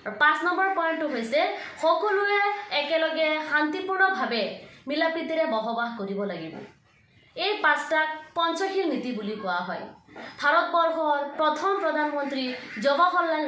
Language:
Assamese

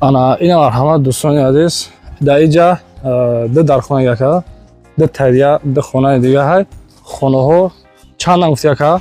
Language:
Tajik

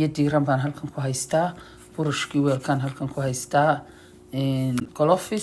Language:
Somali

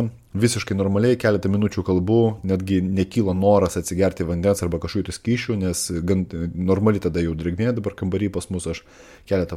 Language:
Lithuanian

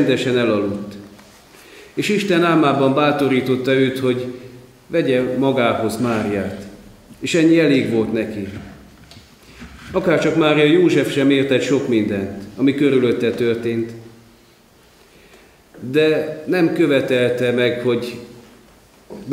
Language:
Hungarian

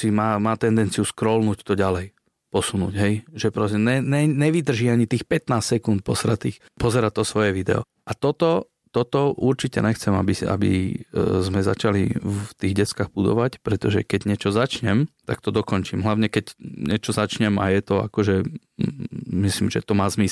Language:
Slovak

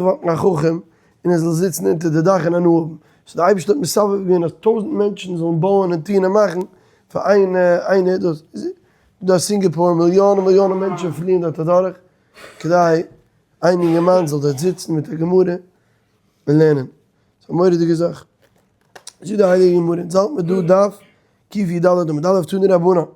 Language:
Yiddish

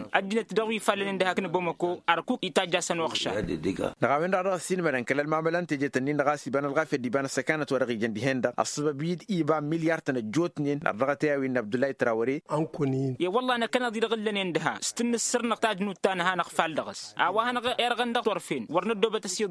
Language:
Tamasheq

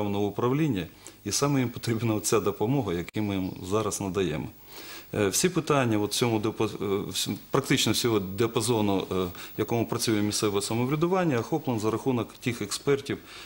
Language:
Ukrainian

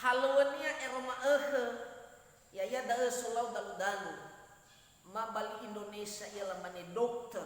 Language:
Nias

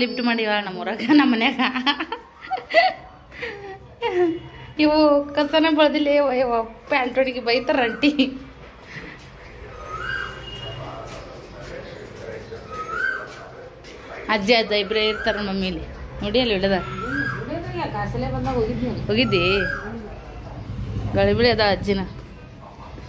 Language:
Kannada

